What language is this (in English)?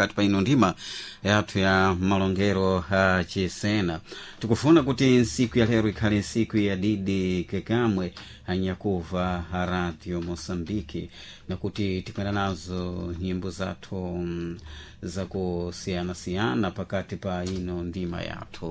Sena